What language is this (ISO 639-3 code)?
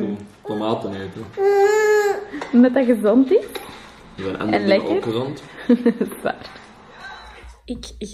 nld